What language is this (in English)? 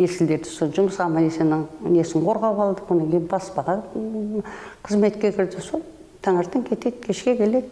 Kazakh